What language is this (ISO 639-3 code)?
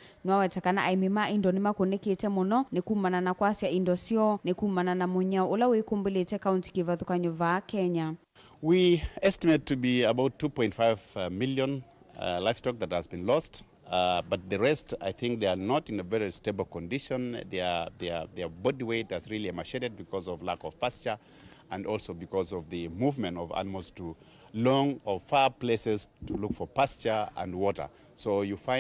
kam